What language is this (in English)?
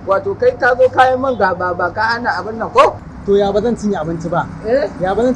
Hausa